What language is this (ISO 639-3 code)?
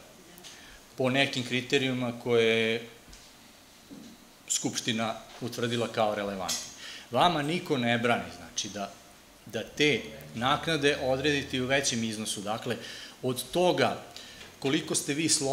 srp